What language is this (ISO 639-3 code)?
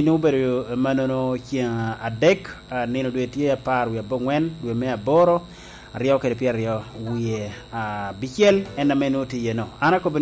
laj